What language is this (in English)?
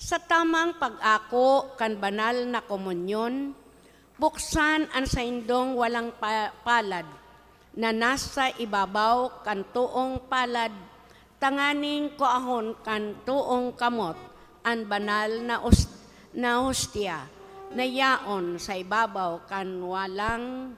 Bikol